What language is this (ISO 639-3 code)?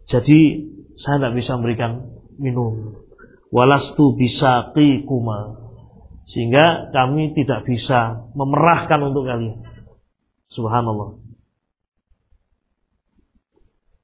ind